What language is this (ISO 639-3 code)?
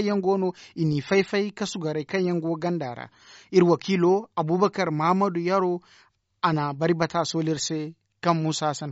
dje